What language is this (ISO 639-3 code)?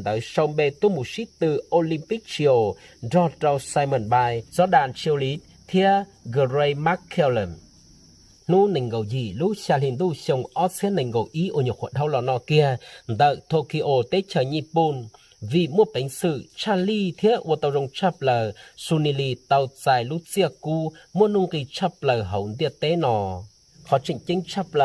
hmn